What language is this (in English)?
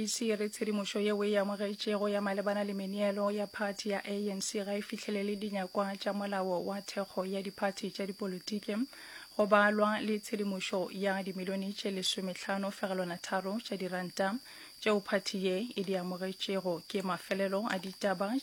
Northern Sotho